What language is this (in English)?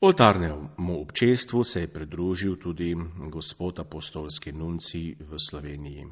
Slovenian